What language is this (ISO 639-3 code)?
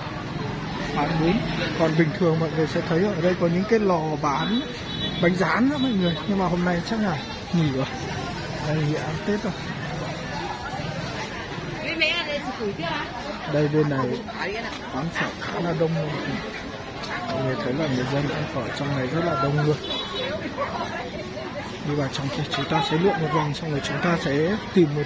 vie